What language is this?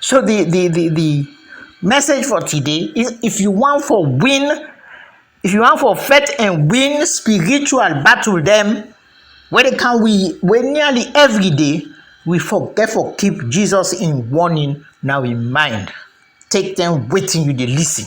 Krio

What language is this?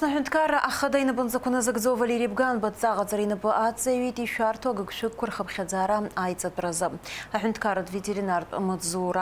Abkhazian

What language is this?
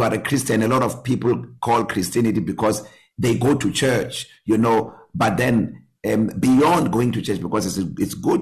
English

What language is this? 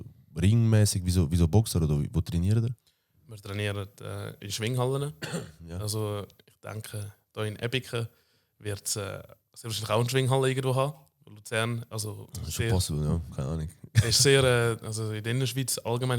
Swiss German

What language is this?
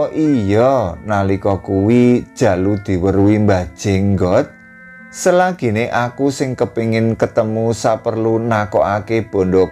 Javanese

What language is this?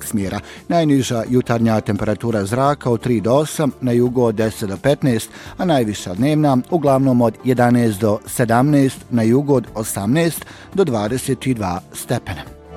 Bosnian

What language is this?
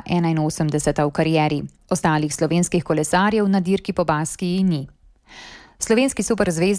Slovenian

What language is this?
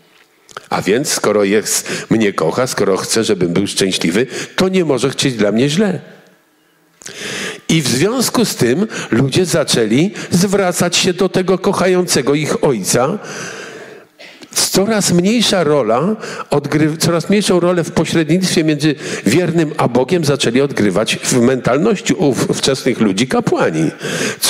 Polish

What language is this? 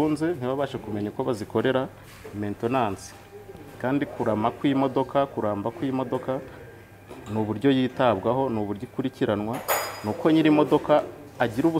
Kinyarwanda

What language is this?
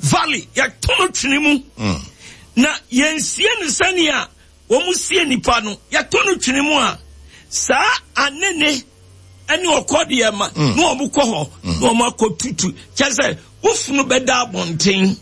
Akan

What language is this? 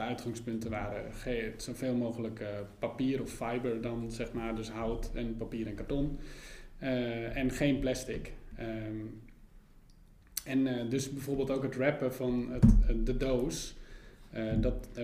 Dutch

